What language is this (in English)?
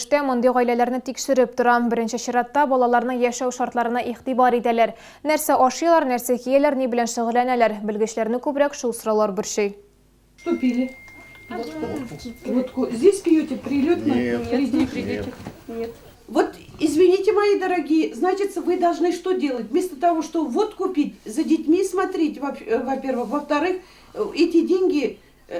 Tatar